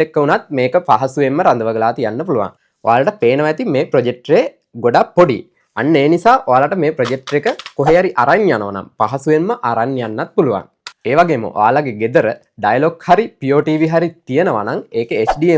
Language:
Sinhala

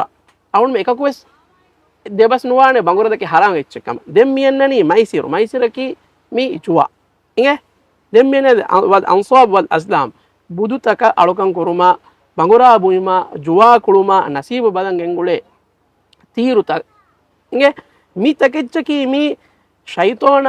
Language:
Divehi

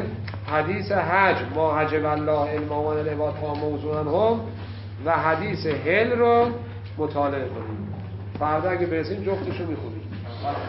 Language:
Persian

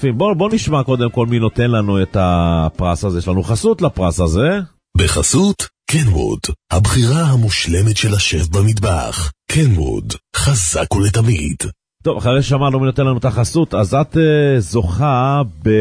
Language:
Hebrew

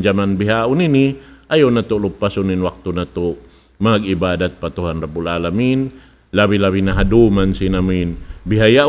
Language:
Tausug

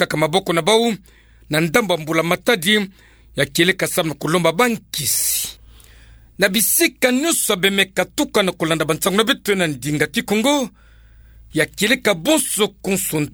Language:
Kituba (Democratic Republic of Congo)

